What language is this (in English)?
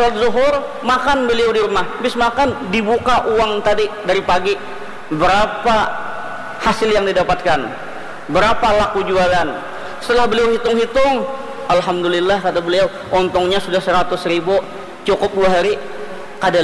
Banjar